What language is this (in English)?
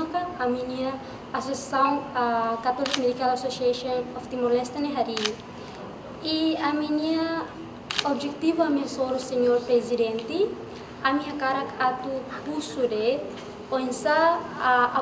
Tetum